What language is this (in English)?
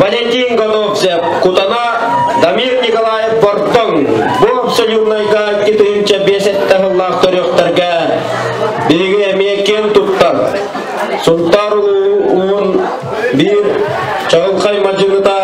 Yakut